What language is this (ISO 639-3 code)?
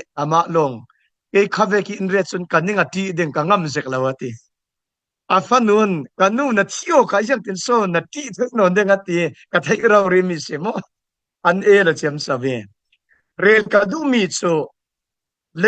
cfm